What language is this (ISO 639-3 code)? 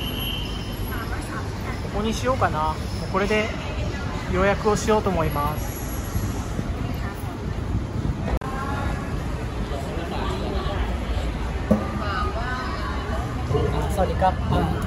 jpn